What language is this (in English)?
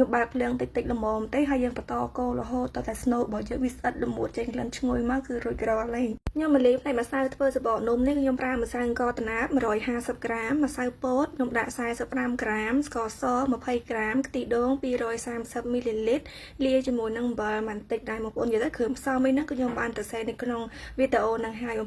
Khmer